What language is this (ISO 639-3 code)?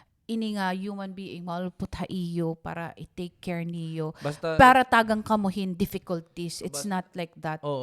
war